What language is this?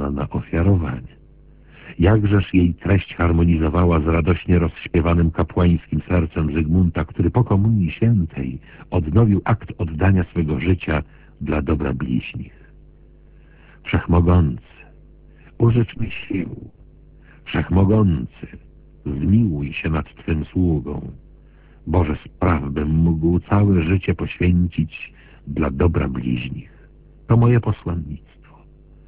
Polish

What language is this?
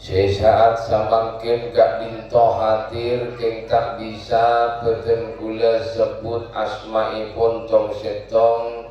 Madurese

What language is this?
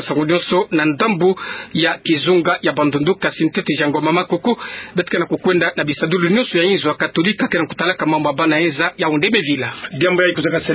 Kituba (Democratic Republic of Congo)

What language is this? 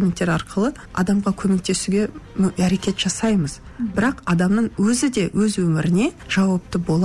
Kazakh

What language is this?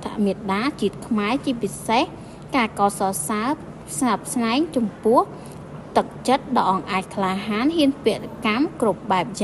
Khmer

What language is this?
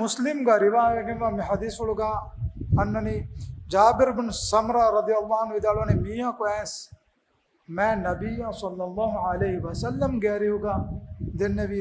Divehi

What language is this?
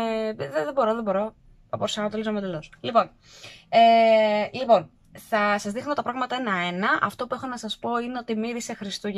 Greek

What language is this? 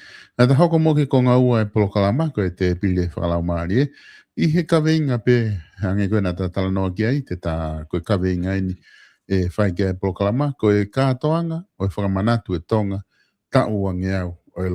Tongan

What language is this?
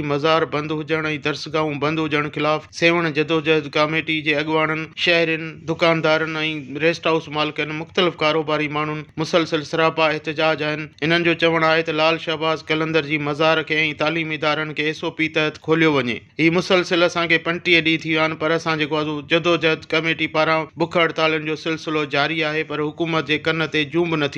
Sindhi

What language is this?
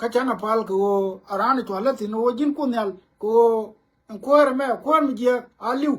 Nuer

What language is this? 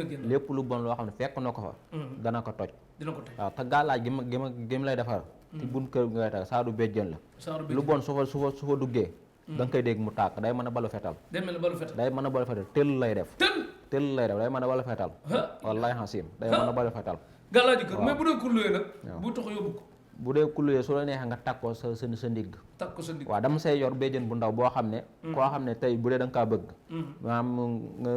Wolof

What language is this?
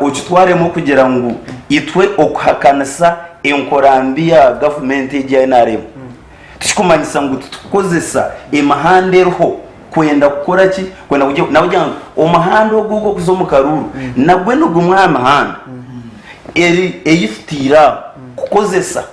Nyankole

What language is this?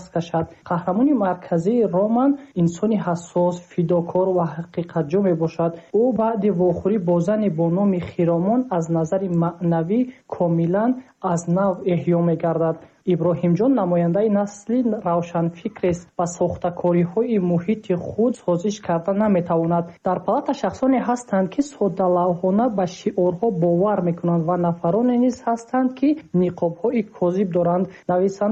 Tajik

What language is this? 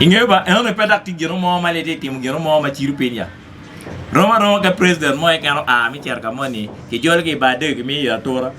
Acoli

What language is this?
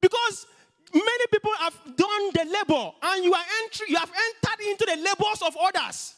English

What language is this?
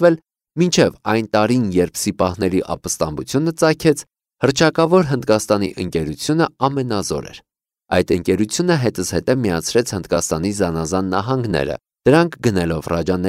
Armenian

